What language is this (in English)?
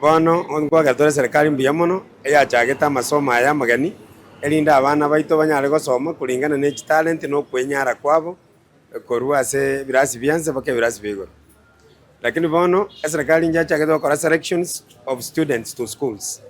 Gusii